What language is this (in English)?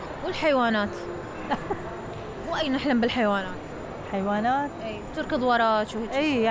Mesopotamian Arabic